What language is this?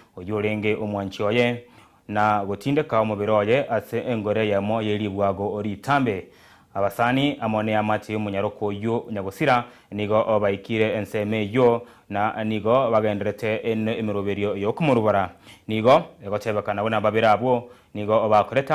Gusii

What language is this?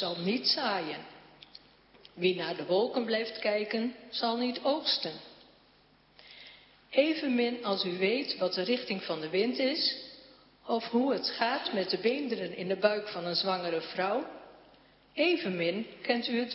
Dutch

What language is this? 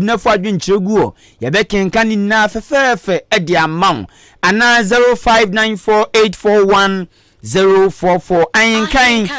Akan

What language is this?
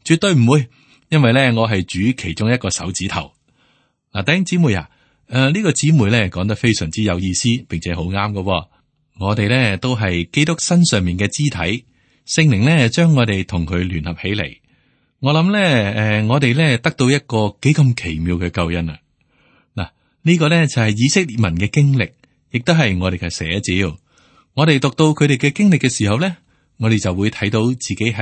Cantonese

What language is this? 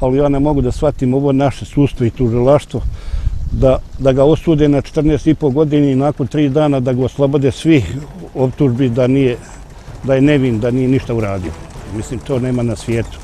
Bosnian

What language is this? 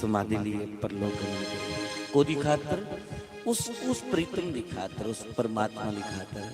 Dogri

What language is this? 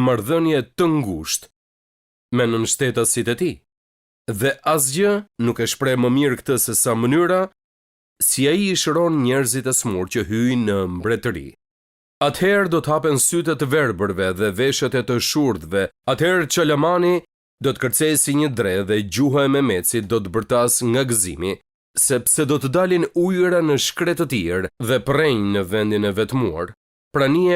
Albanian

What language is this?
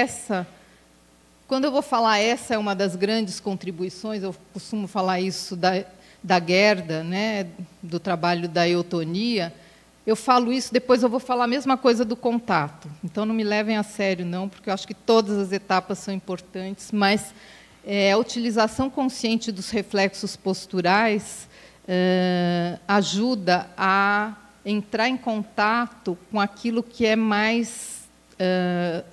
Portuguese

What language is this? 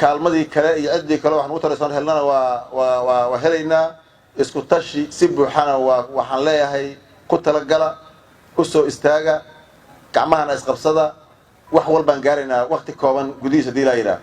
Somali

